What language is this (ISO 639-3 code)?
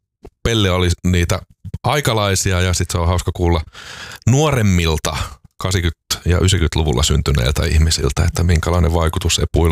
fin